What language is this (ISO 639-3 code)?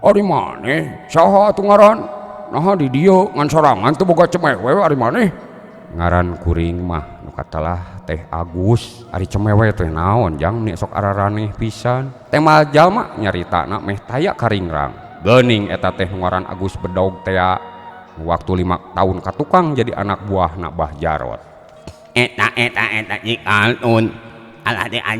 sun